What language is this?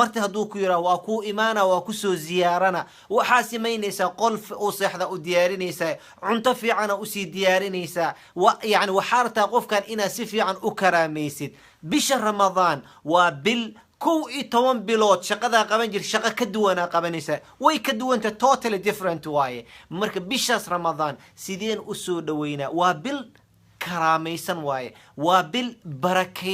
Somali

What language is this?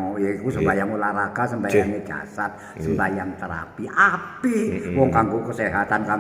Javanese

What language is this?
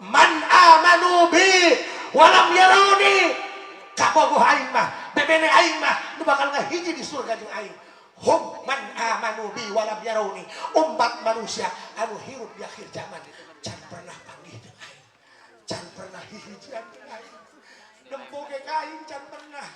Sundanese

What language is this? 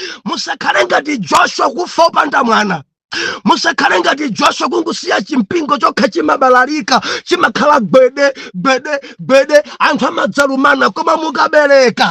Nyanja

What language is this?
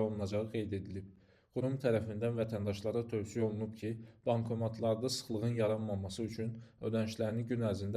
Azerbaijani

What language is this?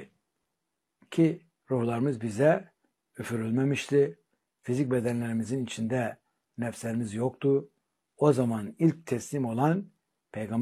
Turkish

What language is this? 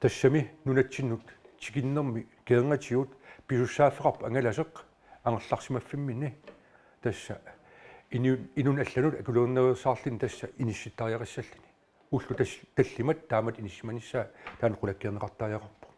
Kalaallisut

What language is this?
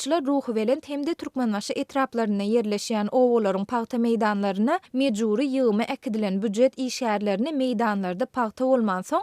Turkmen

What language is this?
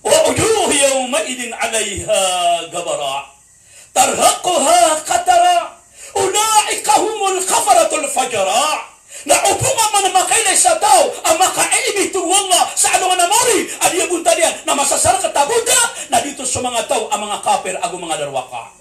Maranao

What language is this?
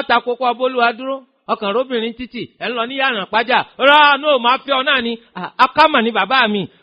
Yoruba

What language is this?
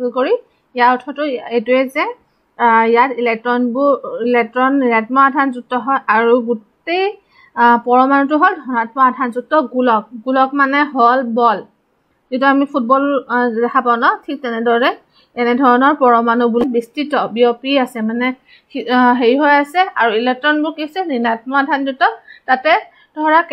Assamese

